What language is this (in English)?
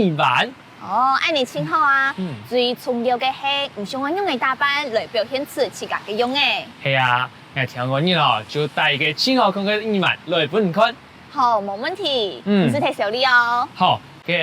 Hakka Chinese